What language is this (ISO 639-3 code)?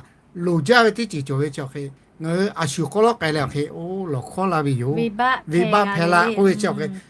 lhu